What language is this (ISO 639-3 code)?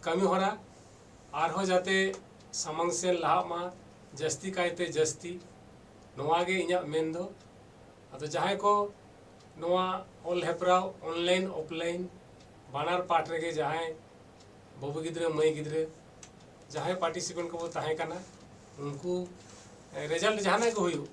sat